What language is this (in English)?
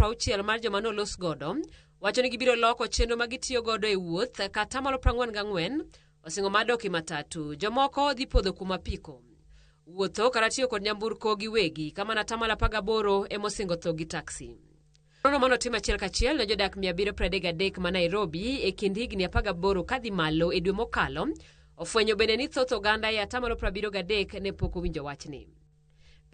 Luo (Kenya and Tanzania)